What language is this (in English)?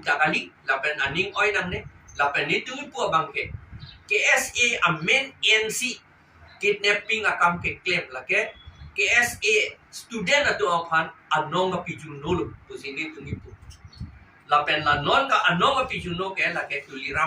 Karbi